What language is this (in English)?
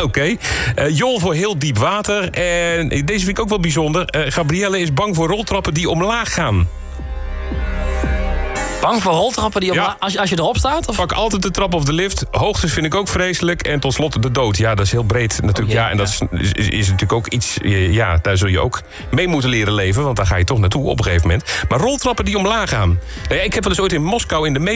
Dutch